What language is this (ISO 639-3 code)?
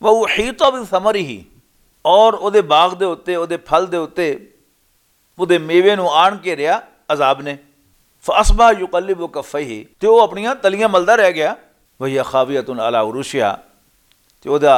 lah